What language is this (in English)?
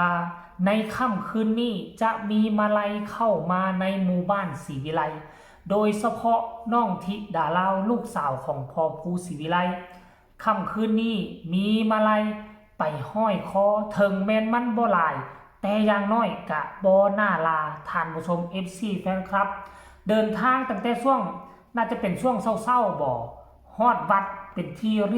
Northeastern Thai